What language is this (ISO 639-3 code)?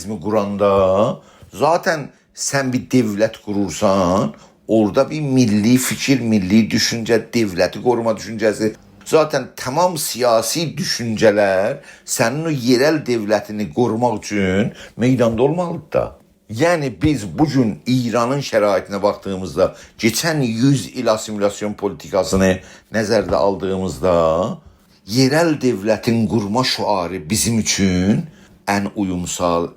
azb